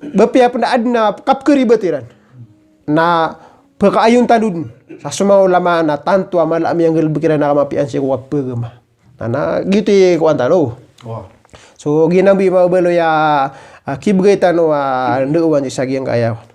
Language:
Maranao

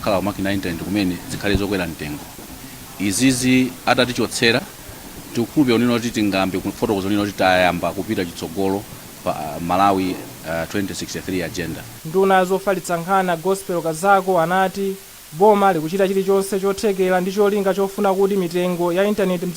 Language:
Nyanja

